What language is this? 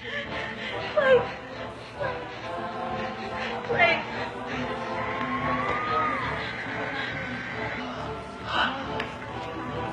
Filipino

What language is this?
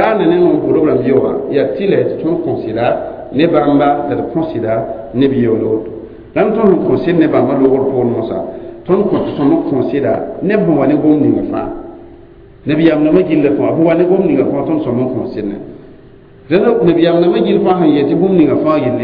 Mossi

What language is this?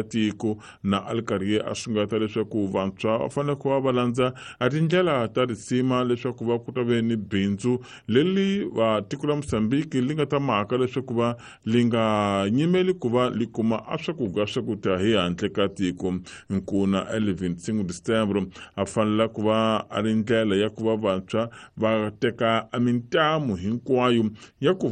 Tsonga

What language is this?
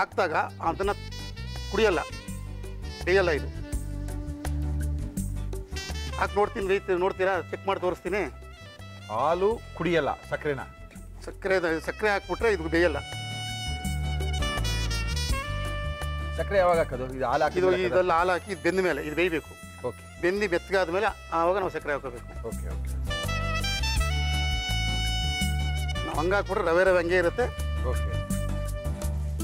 Kannada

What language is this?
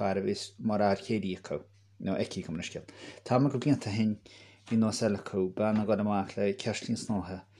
Irish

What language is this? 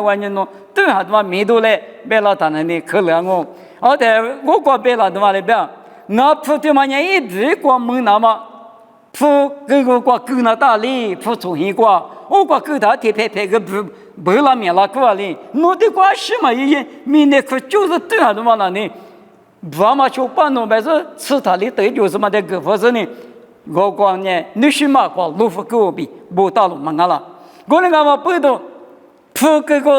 Lisu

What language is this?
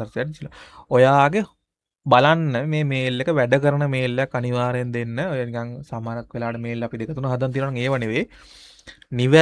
Sinhala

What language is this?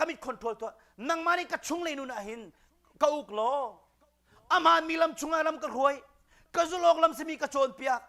Hakha Chin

